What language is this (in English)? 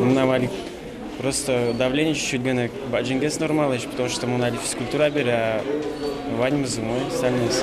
Udmurt